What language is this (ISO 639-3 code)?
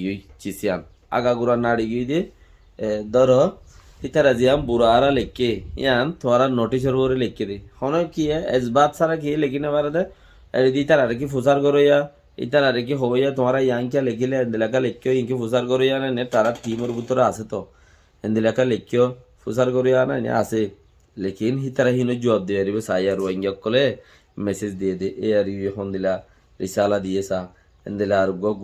rhg